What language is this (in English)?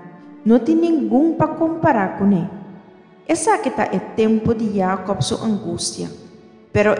Papiamento